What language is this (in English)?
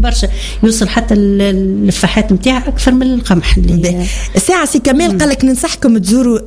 Tunisian Arabic